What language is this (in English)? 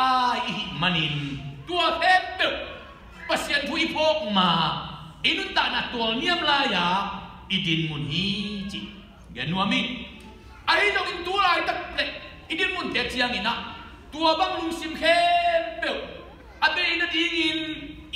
Tedim Chin